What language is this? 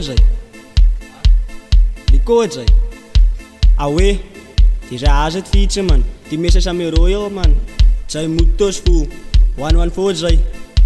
Afrikaans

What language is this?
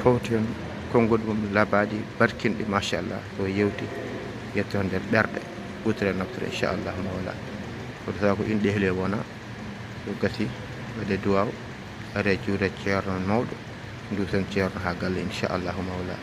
Fula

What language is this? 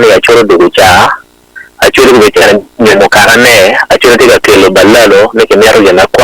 Acoli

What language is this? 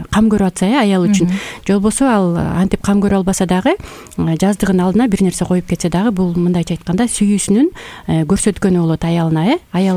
Kyrgyz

